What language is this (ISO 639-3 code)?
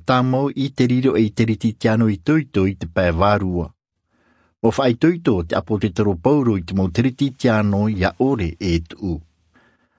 tah